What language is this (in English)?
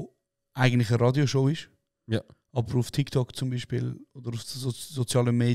Swiss German